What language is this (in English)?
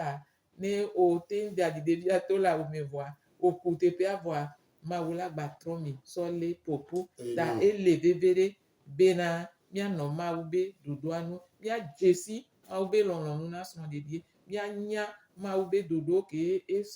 Gen